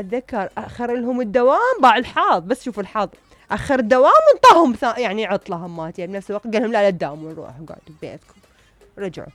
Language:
Mesopotamian Arabic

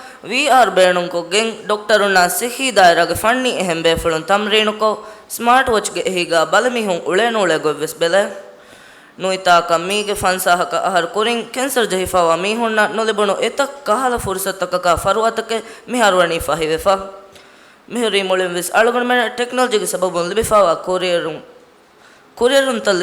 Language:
Divehi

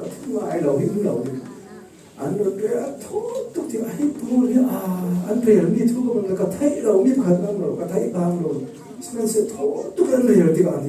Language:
Falam Chin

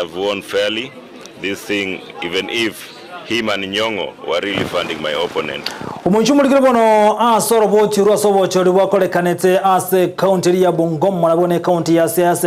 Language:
Gusii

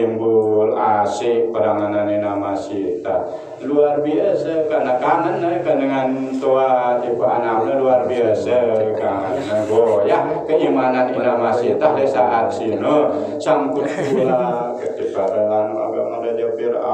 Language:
Sasak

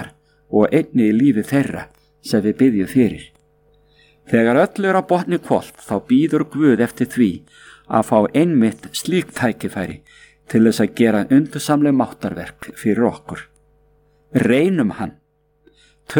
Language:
Icelandic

